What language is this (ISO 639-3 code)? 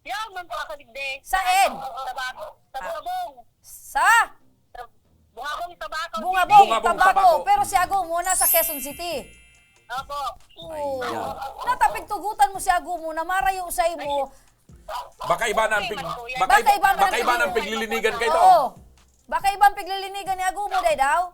bik